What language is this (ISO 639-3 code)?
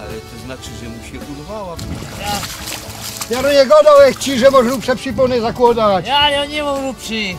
szl